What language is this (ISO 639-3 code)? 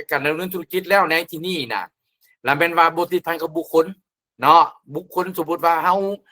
lao